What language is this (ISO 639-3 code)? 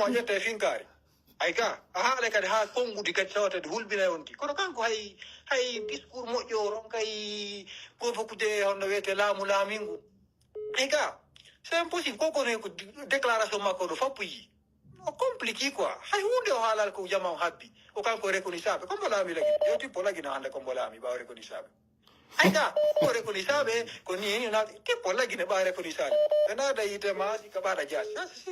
fuf